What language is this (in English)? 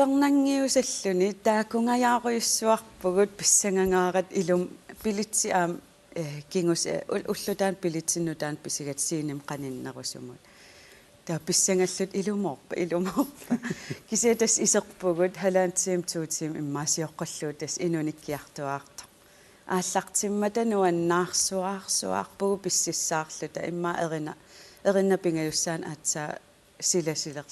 Kalaallisut